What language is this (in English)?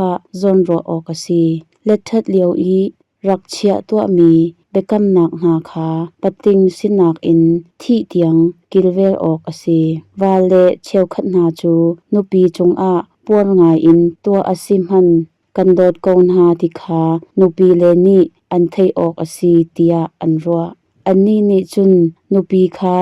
Hakha Chin